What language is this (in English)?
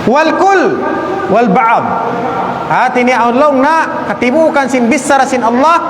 Tausug